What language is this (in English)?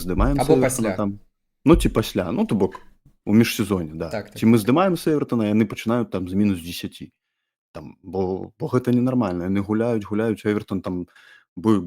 Belarusian